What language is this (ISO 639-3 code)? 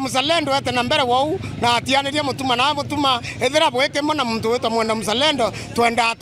mer